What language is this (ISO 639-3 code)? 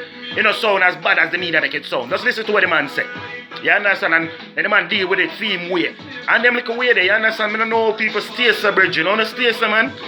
jam